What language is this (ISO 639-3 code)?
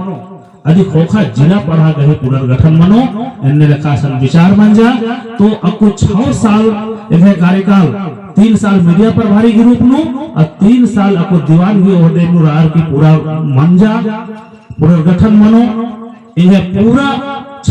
kru